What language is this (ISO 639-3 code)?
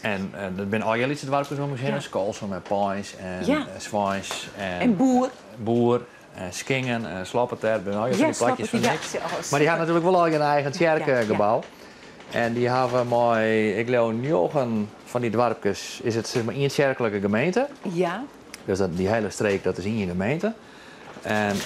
fry